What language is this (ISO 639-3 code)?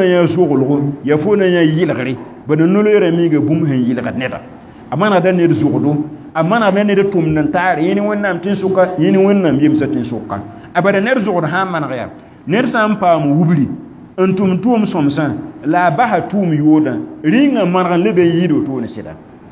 mos